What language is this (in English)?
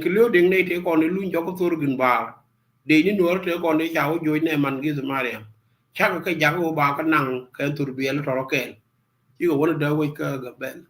Nuer